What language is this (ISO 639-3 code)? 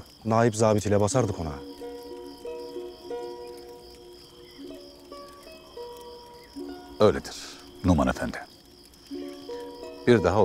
tur